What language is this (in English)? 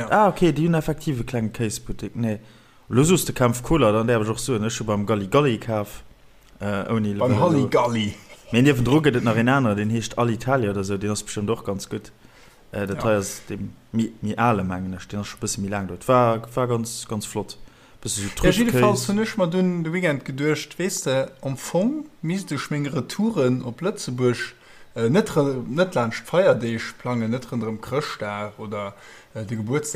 Luxembourgish